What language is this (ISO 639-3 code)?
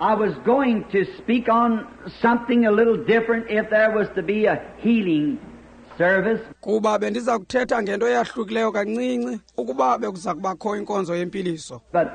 xho